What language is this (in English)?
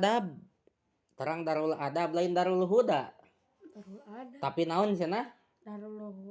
Sundanese